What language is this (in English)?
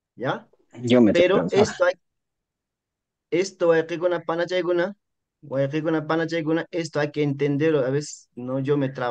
Spanish